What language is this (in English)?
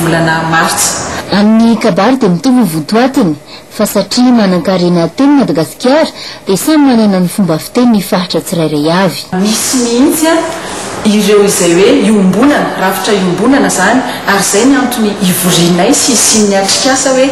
Malagasy